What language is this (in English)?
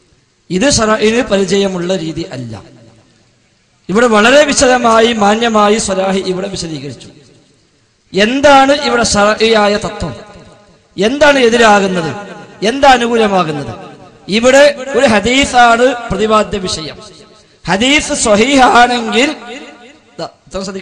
Malayalam